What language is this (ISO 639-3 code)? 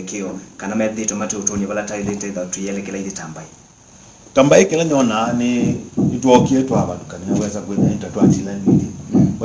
kam